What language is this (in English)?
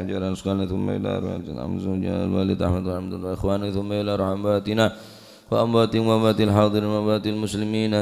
Madurese